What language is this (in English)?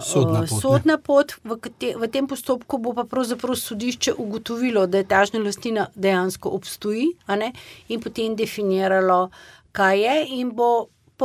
Slovenian